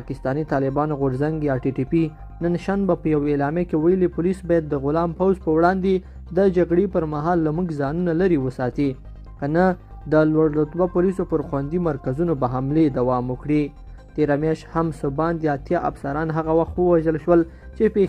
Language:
Pashto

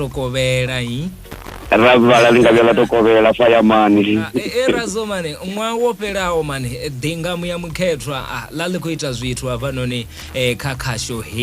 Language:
Venda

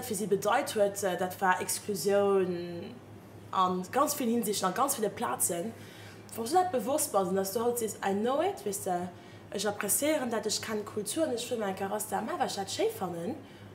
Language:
Luxembourgish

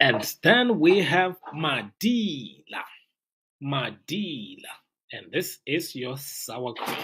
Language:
Tswana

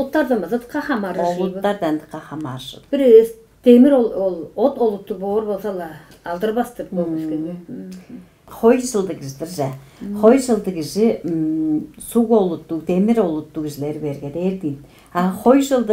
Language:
Tuvinian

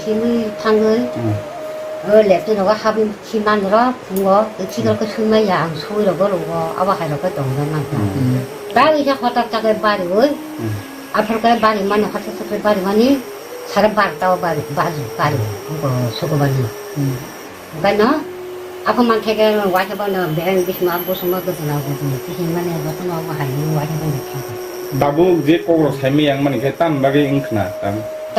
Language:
Kok Borok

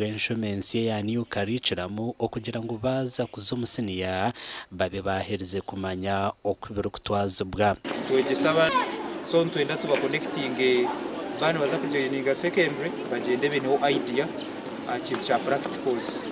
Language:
Nyankole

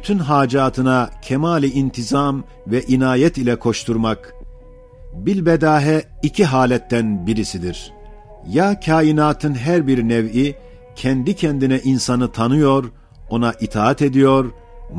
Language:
Ottoman Turkish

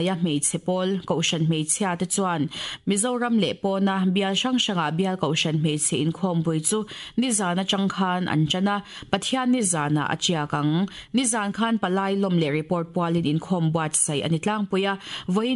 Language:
Mizo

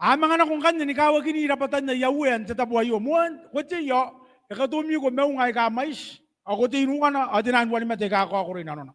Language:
Gilbertese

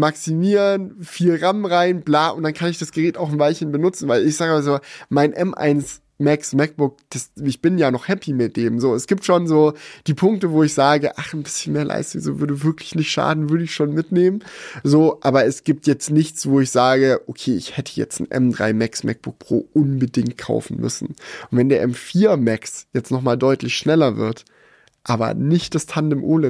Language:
German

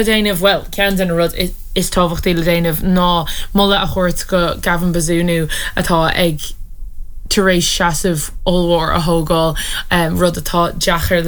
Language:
Irish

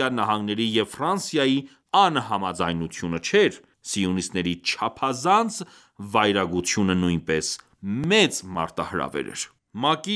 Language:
Armenian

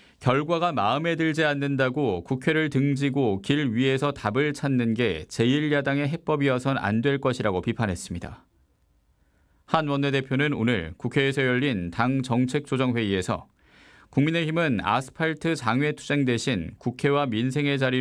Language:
Korean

